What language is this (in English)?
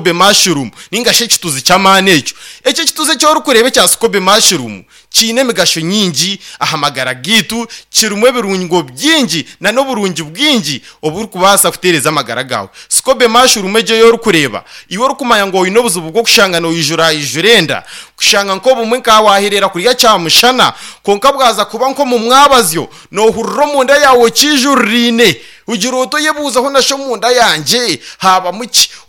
Nyankole